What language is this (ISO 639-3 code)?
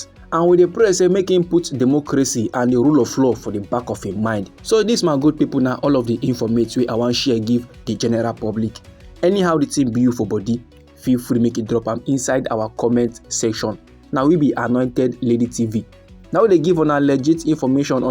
pcm